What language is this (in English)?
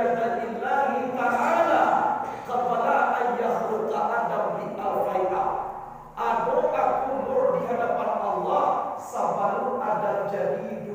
Minangkabau